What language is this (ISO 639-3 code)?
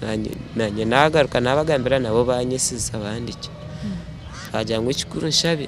nyn